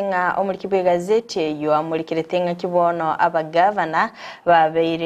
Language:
Gusii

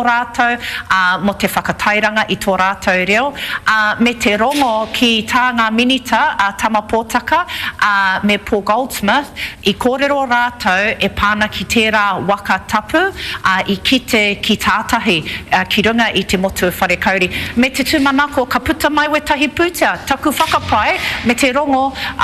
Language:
Māori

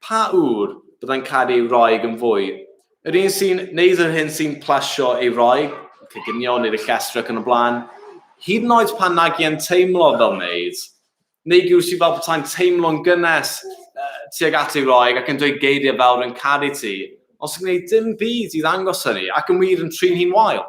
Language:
Welsh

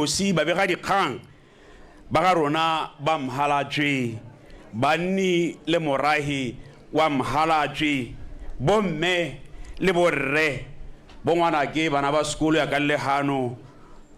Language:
Tswana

